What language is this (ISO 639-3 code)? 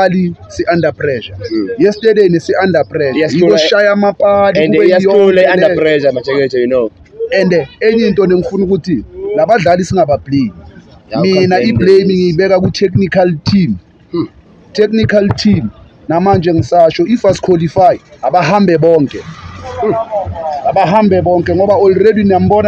zul